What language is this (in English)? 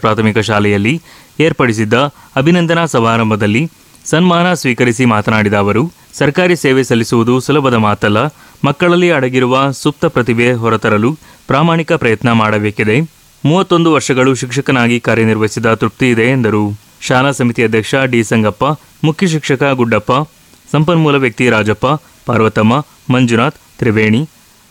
Kannada